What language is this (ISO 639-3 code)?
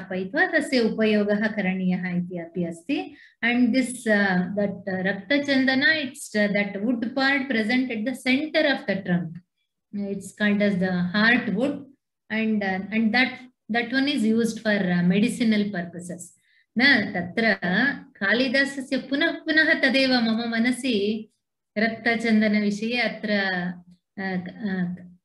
san